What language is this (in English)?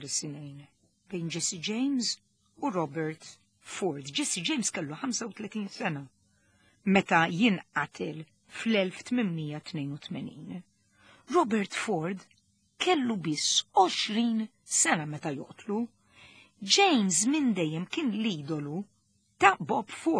Maltese